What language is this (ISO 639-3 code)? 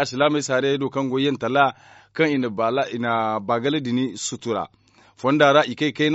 dje